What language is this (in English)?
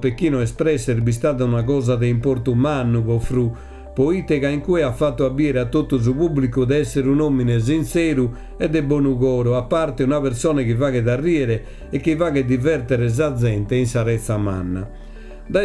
Sardinian